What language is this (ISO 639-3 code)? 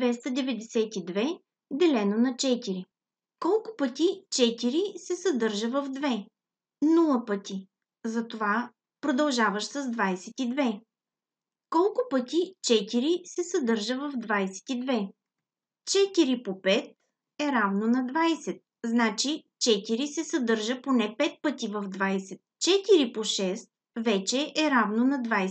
bul